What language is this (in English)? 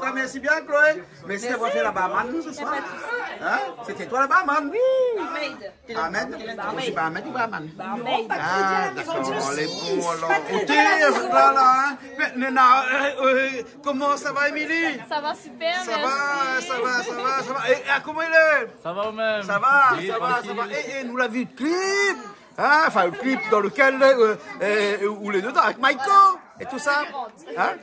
Réunion Creole French